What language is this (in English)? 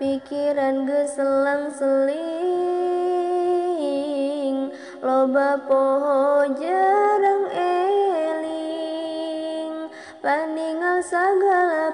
Sundanese